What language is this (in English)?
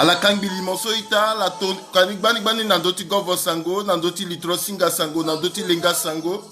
Sango